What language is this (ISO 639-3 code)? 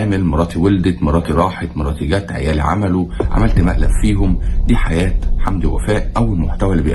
arz